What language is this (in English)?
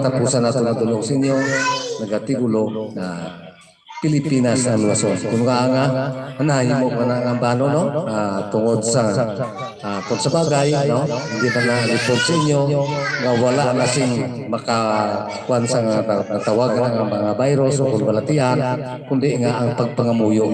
Hiligaynon